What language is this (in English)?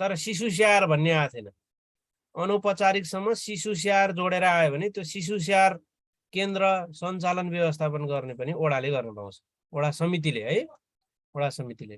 Nepali